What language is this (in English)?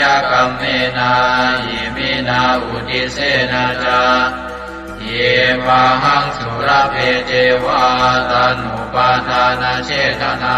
Pali